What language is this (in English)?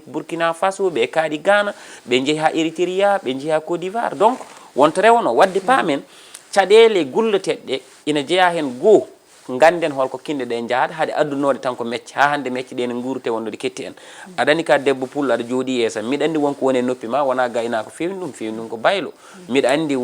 Fula